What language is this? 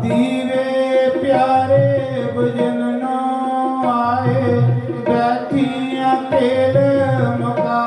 Dogri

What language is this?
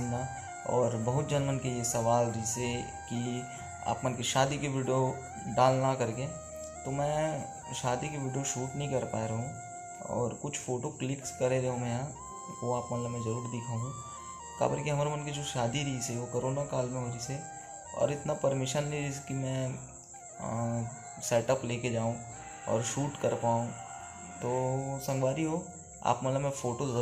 Chhattisgarhi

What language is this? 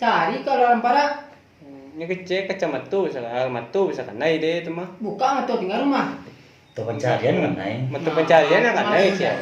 Minangkabau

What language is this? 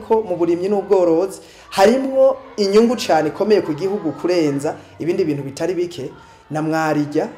Rundi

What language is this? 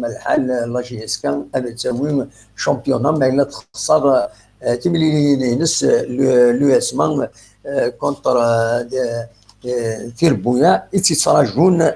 Kabyle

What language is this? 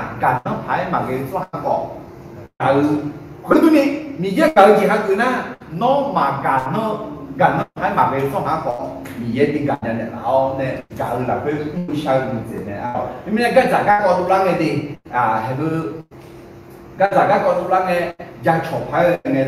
Akha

